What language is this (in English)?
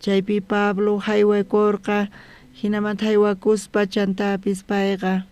South Bolivian Quechua